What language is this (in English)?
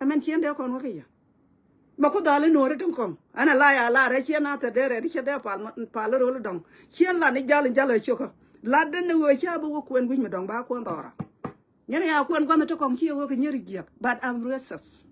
Nuer